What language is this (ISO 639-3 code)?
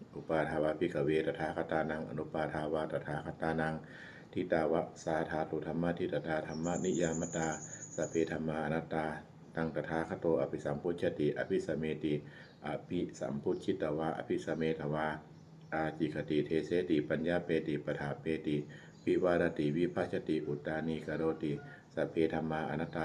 pli